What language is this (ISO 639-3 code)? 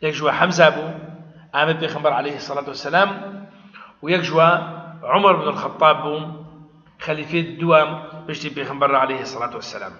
kur